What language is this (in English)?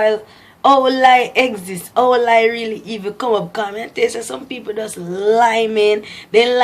Jamaican Creole English